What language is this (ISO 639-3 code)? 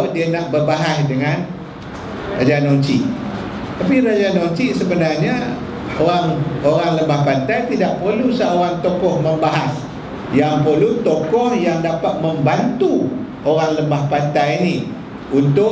msa